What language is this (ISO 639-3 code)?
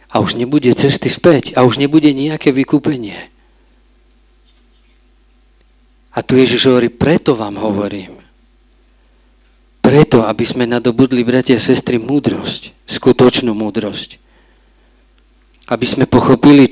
slk